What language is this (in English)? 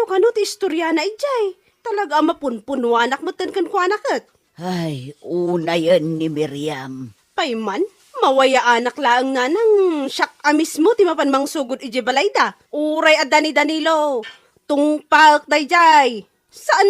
Iloko